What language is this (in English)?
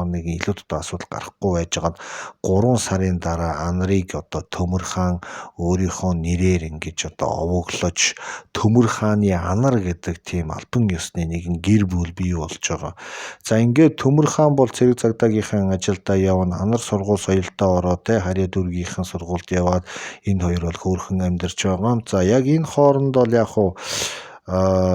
Mongolian